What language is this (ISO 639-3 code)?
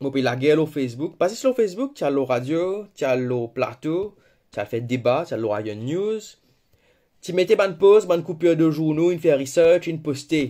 mfe